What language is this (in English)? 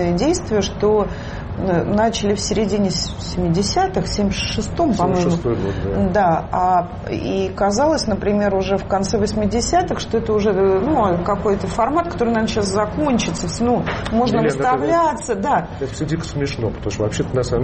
Russian